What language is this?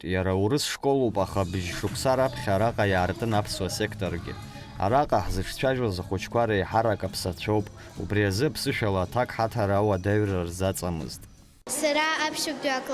Abkhazian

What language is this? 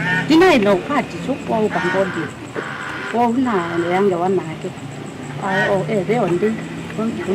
Kamba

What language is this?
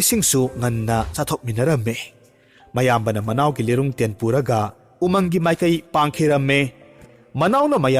Manipuri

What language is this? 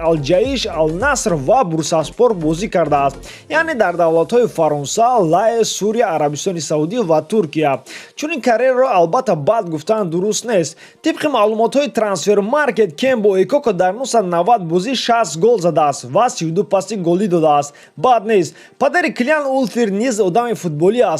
Tajik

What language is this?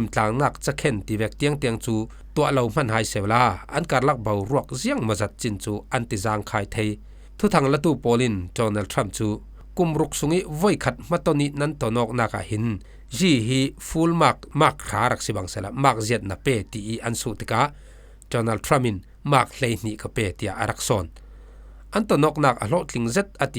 Falam Chin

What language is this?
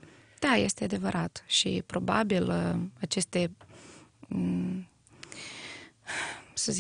Romanian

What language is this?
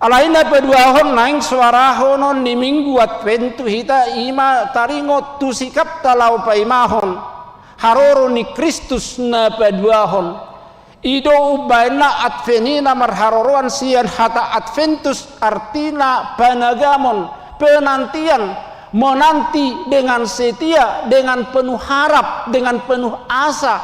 Batak Toba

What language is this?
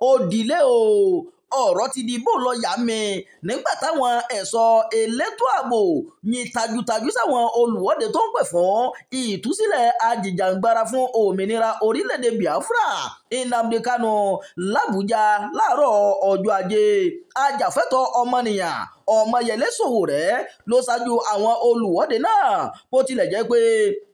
Yoruba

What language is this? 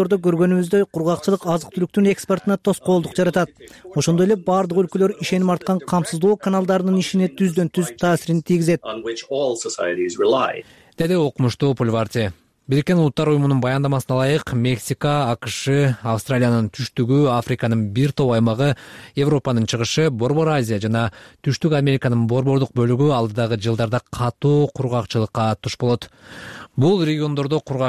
Kyrgyz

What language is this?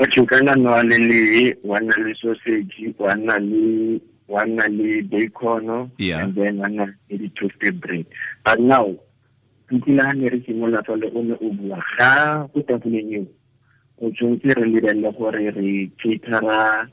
Tswana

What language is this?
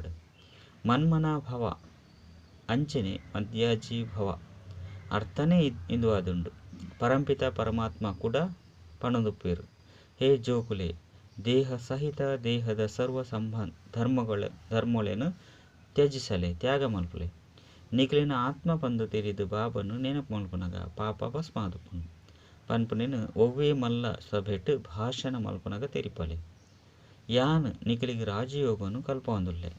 Tulu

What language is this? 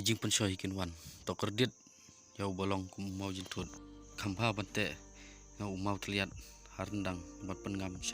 Khasi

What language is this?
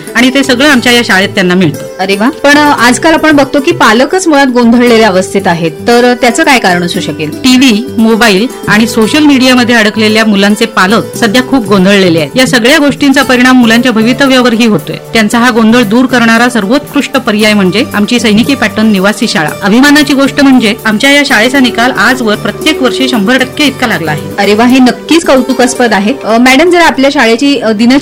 Marathi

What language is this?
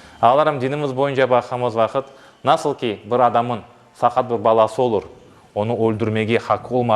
Crimean Tatar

